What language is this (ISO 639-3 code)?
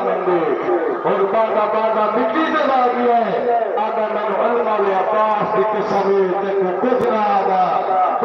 skr